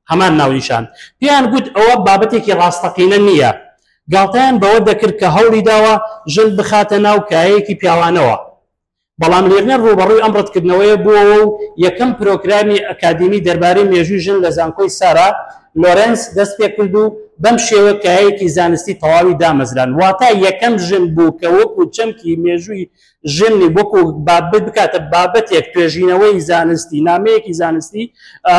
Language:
Central Kurdish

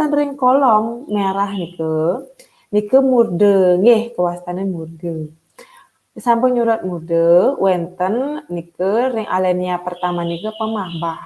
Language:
Balinese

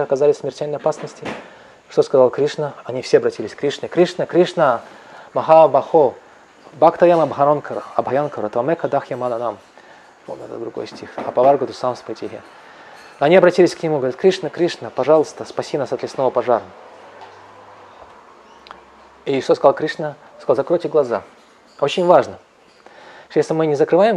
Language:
Russian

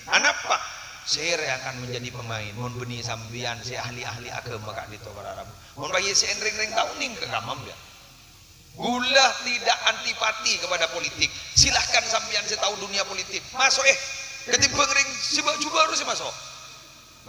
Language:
Madurese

